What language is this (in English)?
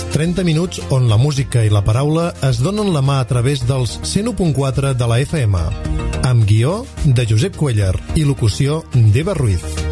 Catalan